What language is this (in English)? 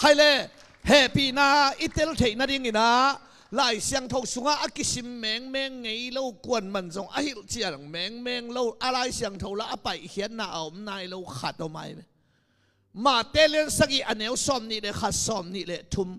Tedim Chin